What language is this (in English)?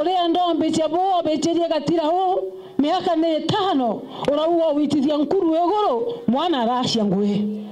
Meru